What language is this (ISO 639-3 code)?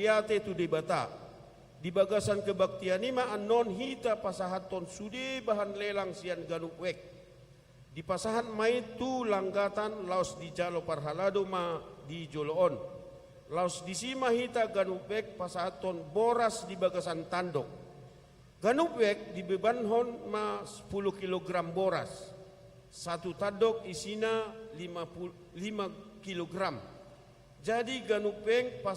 bbc